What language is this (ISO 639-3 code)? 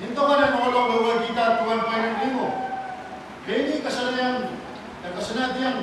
pon